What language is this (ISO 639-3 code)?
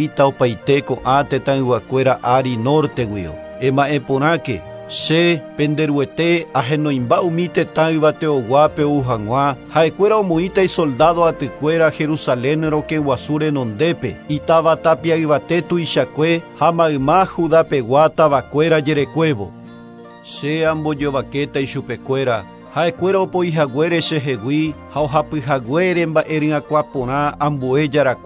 grn